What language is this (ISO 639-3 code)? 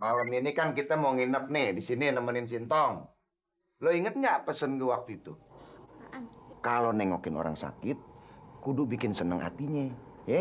bew